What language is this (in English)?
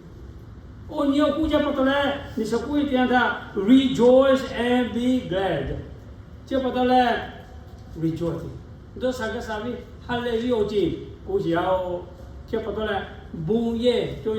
Lahu